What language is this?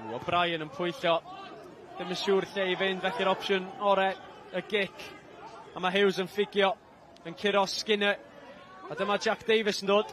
Welsh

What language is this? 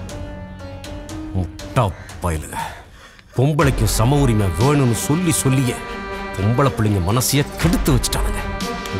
Tamil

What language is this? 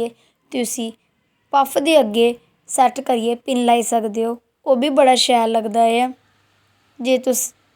Dogri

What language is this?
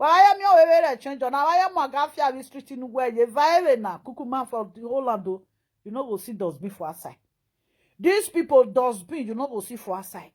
Nigerian Pidgin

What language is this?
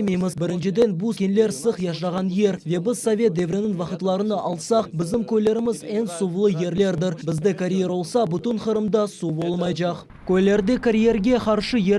Crimean Tatar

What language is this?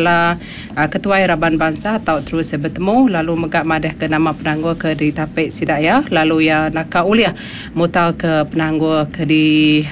Iban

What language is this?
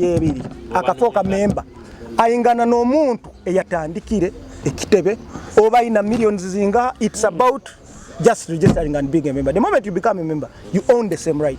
Nyoro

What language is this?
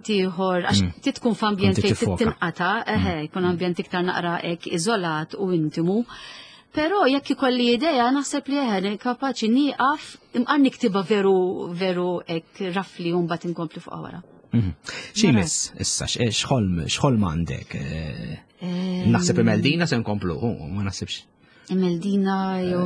Maltese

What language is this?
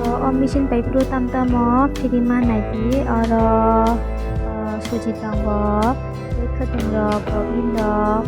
Kok Borok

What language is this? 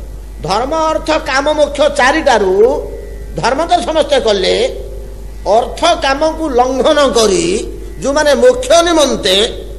Odia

